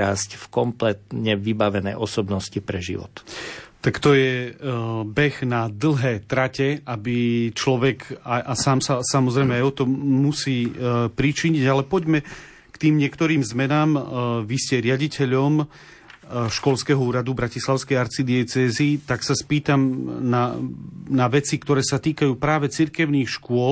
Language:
Slovak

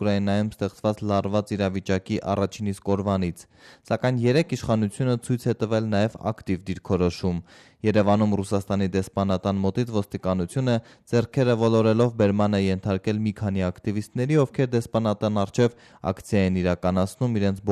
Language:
Armenian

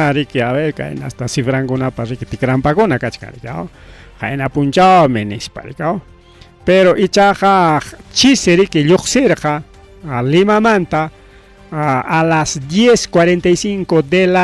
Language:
Ayacucho Quechua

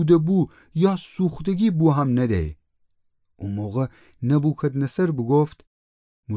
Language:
Gilaki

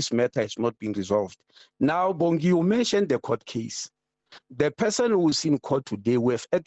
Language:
English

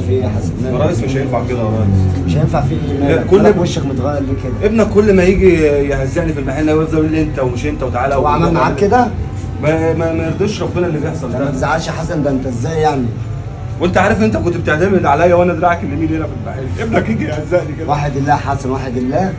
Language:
Egyptian Arabic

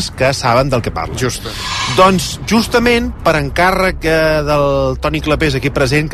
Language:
Catalan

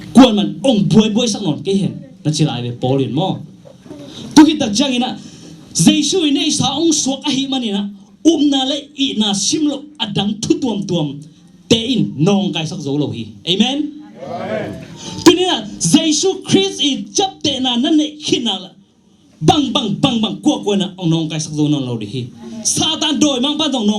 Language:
Tedim Chin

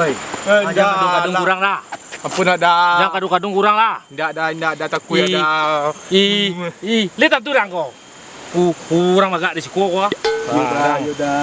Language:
Minangkabau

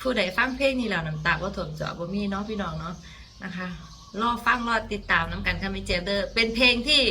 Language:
Northeastern Thai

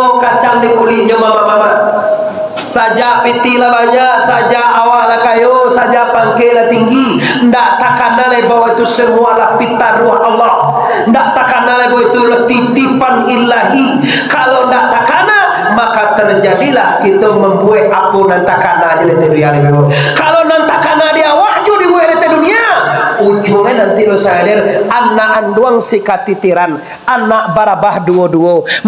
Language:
Minangkabau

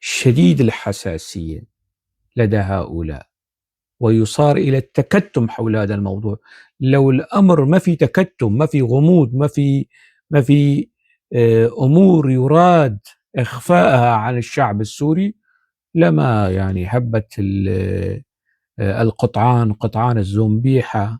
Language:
North Levantine Arabic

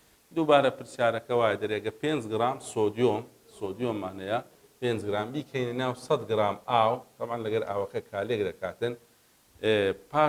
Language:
Central Kurdish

